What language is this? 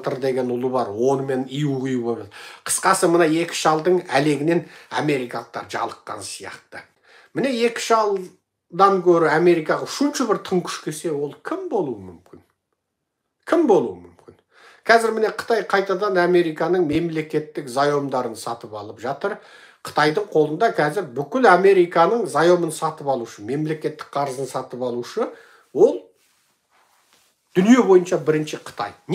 Kazakh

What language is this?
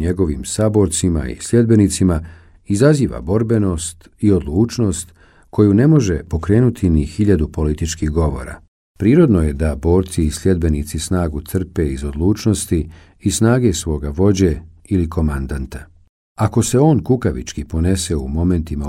Bosnian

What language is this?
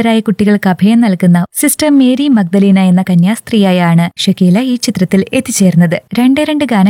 Malayalam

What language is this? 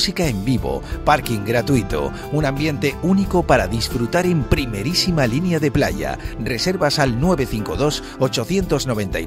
Spanish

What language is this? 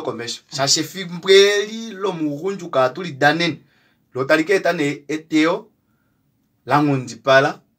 Kuanyama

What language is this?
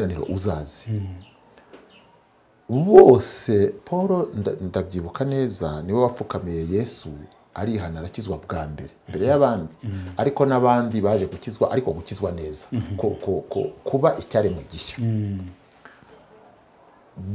Kinyarwanda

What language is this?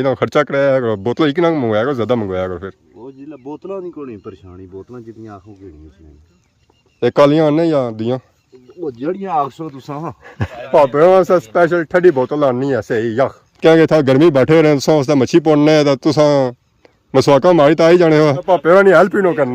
Pahari-Potwari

